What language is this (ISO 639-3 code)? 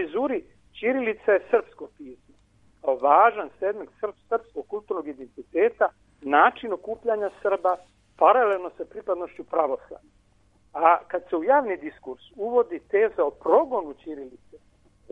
srp